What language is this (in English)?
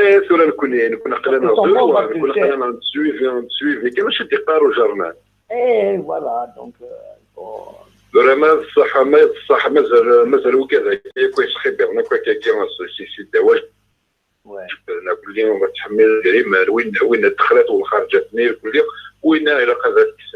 Kabyle